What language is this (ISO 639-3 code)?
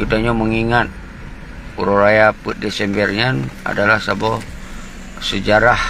ace